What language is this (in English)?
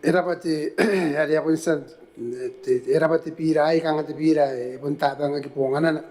Gilbertese